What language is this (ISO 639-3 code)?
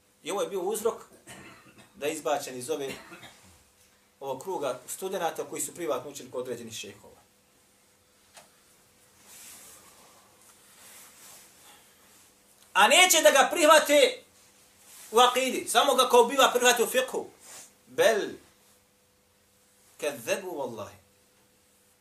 bos